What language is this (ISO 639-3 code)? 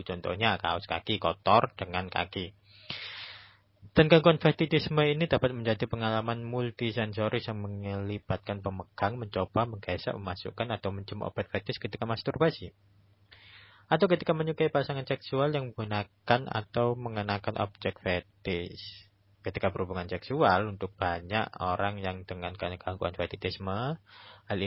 ind